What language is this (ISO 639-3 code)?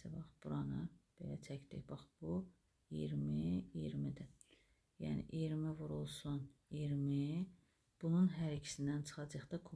aze